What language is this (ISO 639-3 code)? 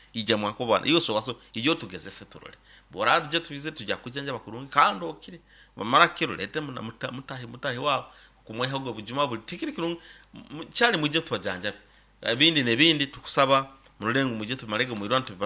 nyo